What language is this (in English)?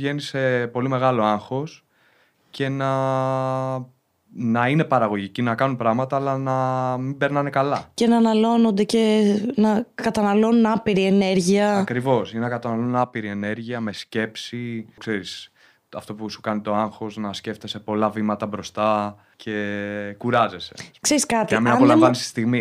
Greek